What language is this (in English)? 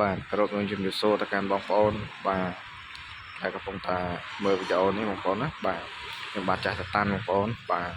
Khmer